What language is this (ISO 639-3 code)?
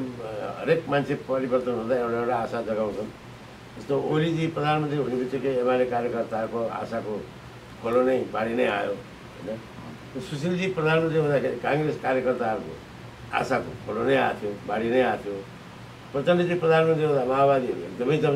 nep